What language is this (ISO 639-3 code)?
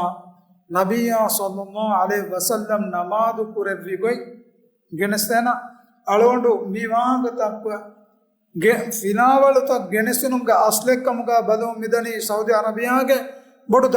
div